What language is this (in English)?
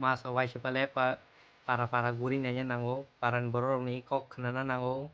Kok Borok